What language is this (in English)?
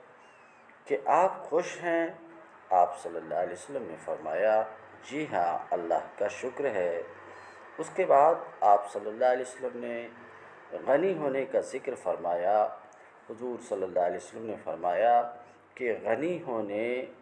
Urdu